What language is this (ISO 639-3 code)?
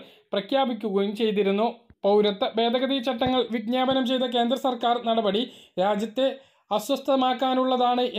mal